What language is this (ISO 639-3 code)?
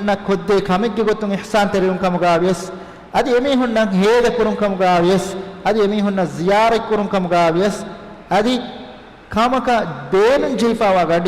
div